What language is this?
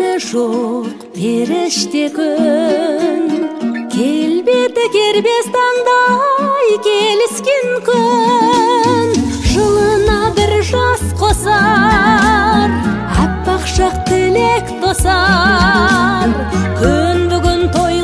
Kazakh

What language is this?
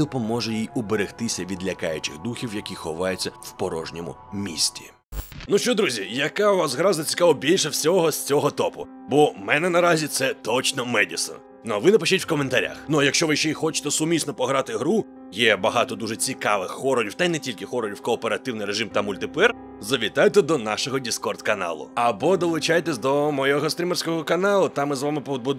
Ukrainian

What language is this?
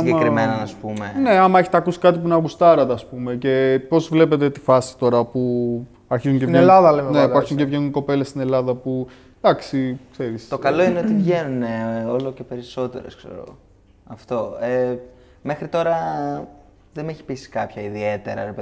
Greek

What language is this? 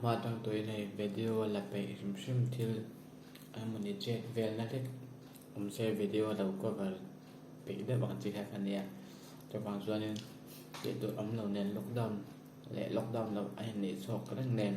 Mizo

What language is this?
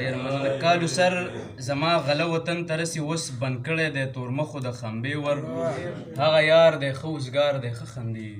Pashto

